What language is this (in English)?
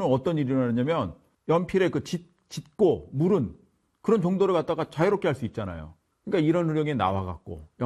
Korean